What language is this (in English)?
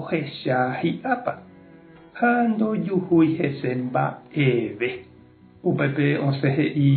Guarani